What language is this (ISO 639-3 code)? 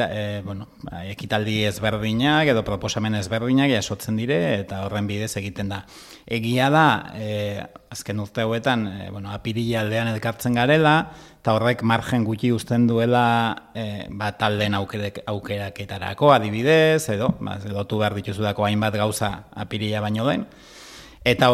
eus